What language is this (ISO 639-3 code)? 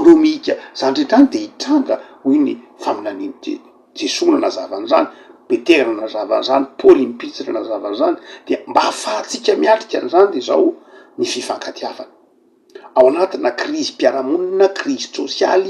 mlg